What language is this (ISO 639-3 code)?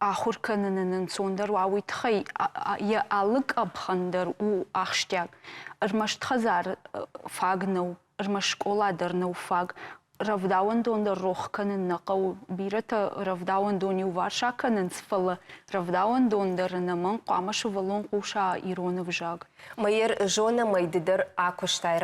oss